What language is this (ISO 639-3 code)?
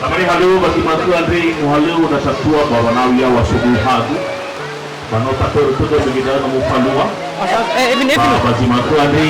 nia